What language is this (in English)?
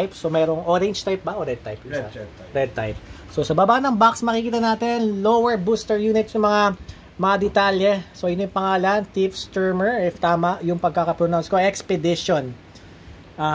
Filipino